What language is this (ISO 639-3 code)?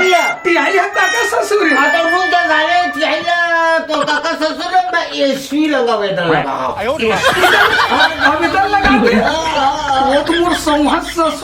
hne